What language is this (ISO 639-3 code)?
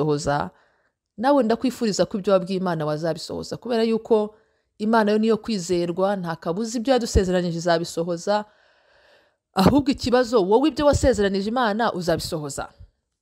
kin